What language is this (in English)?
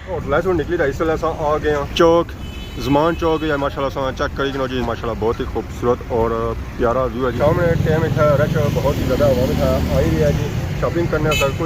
Pahari-Potwari